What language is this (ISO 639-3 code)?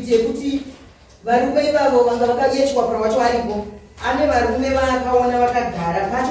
sna